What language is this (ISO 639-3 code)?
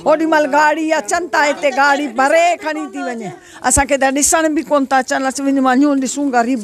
snd